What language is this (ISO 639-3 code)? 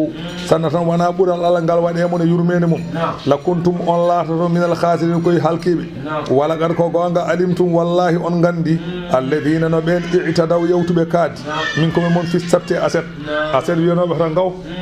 ful